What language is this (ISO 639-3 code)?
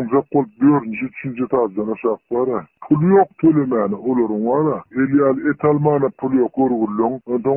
tuk